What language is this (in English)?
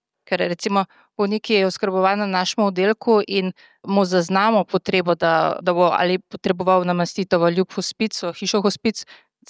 Slovenian